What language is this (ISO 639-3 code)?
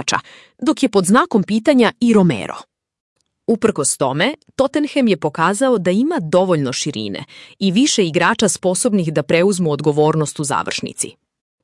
srp